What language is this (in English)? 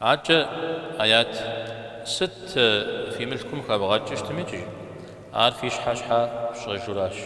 Kabardian